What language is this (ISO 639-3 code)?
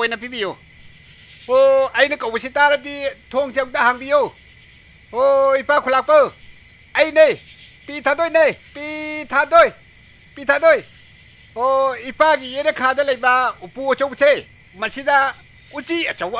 mni